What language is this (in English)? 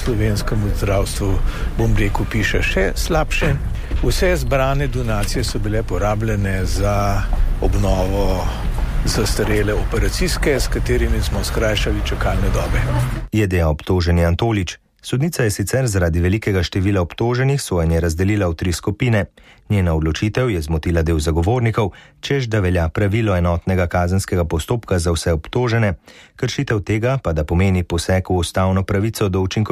Slovenian